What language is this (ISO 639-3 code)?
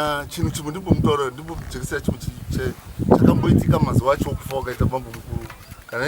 sna